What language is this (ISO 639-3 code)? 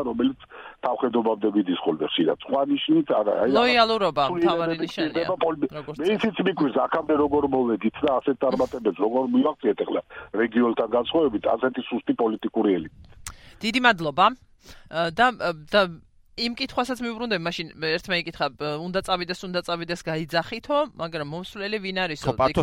kat